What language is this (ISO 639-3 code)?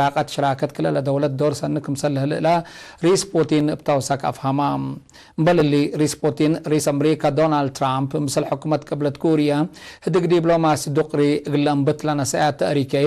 tig